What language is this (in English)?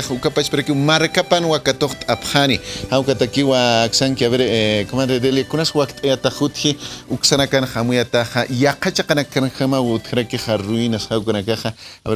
Aymara